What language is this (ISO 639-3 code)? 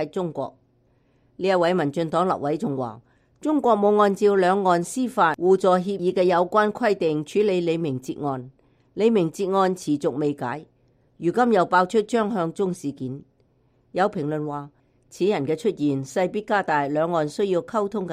yue